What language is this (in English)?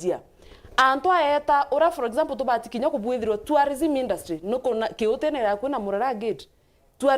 Meru